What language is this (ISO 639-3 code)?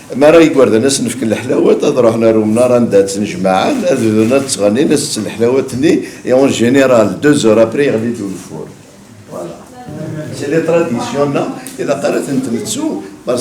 kab